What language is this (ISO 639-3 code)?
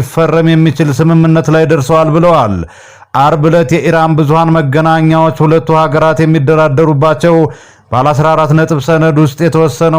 amh